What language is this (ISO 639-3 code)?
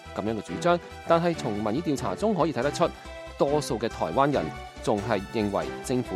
yue